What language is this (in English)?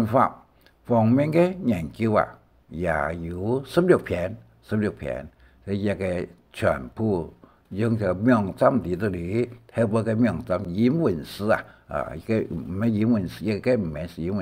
Hakka Chinese